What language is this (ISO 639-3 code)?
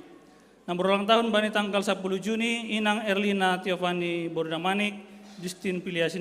bts